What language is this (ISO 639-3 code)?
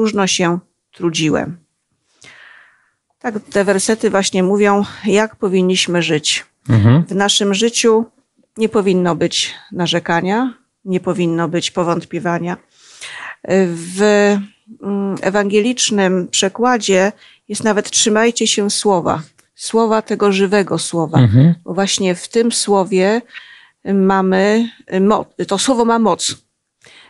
pol